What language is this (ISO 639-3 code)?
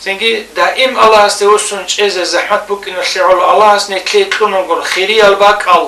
ava